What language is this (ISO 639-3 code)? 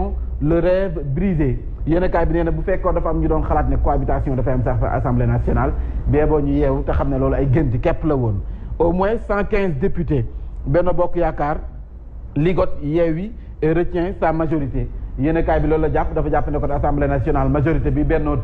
wol